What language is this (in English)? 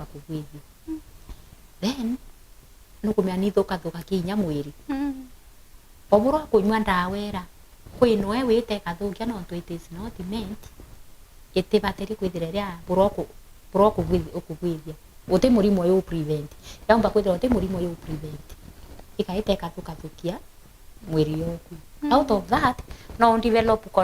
Meru